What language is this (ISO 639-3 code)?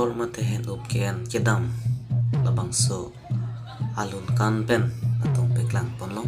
mjw